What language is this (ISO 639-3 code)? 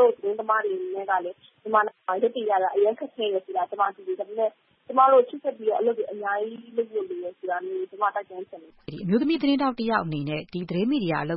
mya